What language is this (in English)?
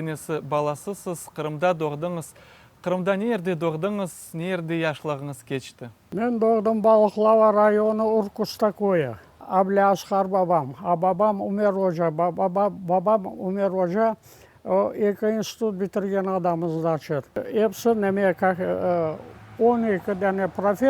Crimean Tatar